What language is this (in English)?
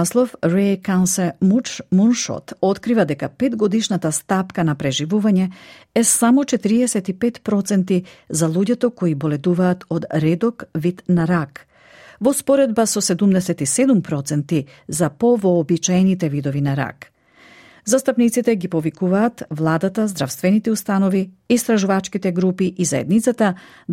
Macedonian